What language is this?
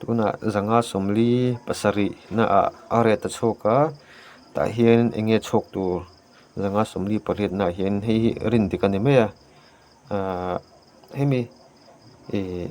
Mizo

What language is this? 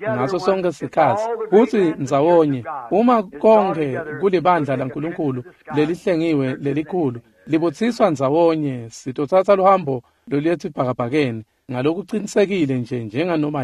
Swati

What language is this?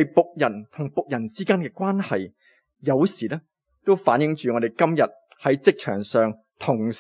Cantonese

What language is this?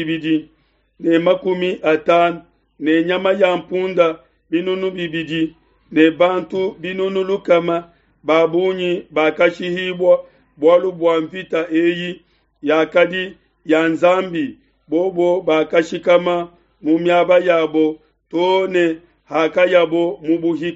Luba-Lulua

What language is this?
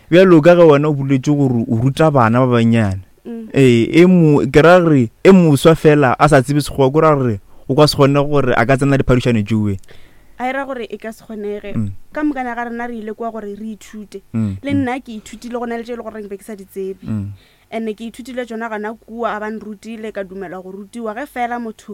Northern Sotho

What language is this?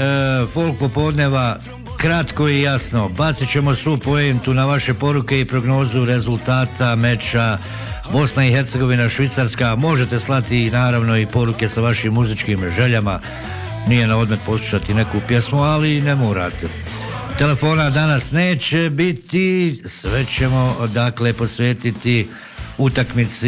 Bosnian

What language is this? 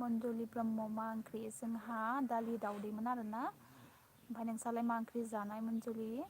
Bodo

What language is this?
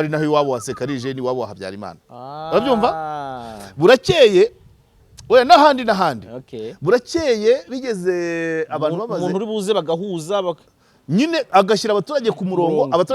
Kinyarwanda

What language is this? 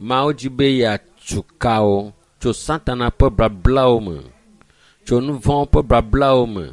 Ewe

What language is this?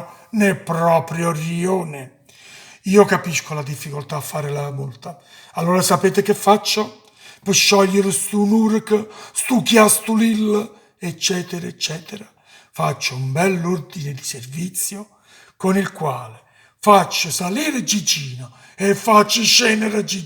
Neapolitan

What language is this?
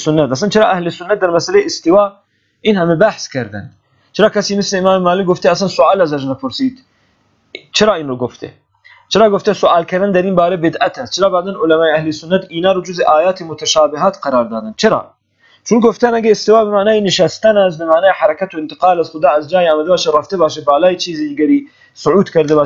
Persian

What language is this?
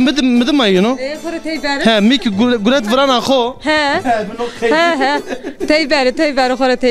Zaza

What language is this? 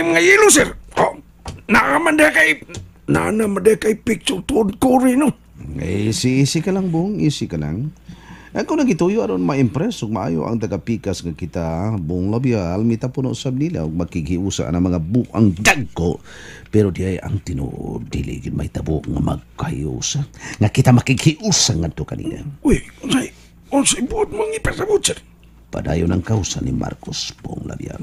Cebuano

